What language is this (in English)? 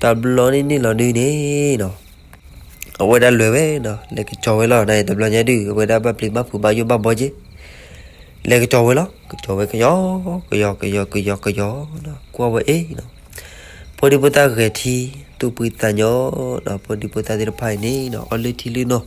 S'gaw Karen